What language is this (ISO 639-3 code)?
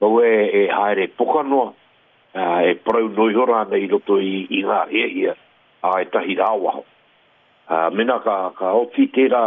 mri